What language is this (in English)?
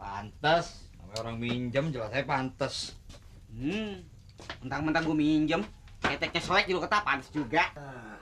Betawi